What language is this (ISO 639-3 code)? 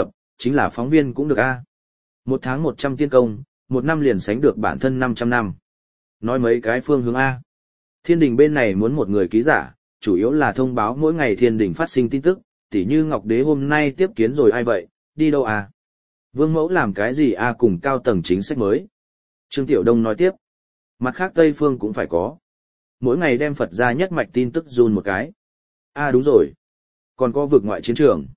vie